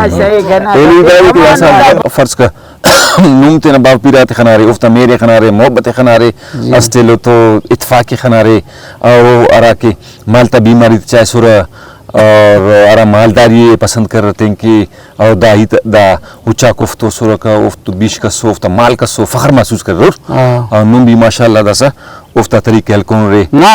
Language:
Brahui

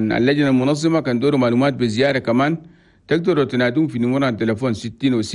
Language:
Chadian Arabic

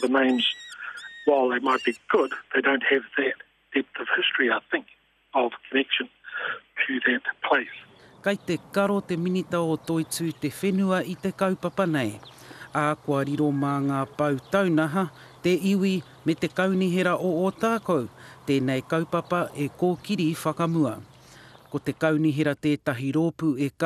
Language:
Māori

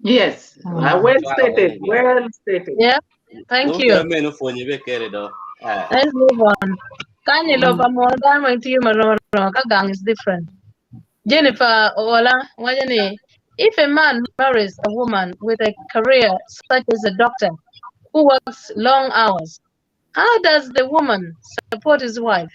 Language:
Acoli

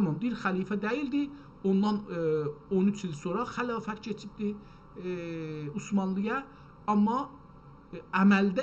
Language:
South Azerbaijani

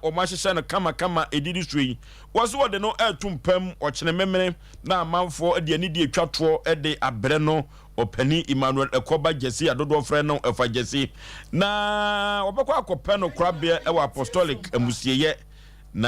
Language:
Akan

